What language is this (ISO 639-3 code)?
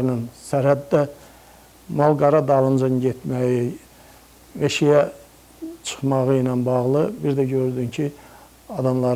aze